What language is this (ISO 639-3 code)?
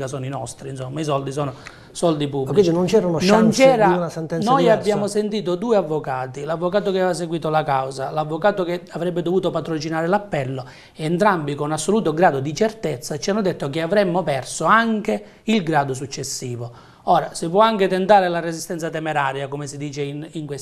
ita